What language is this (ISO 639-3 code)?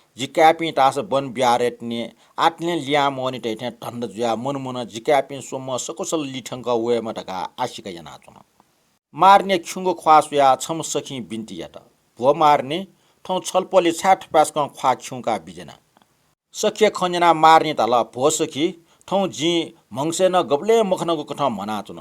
new